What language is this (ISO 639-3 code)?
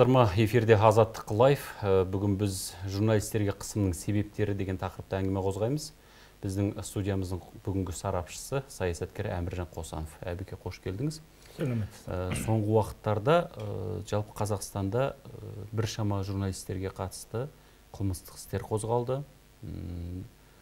kaz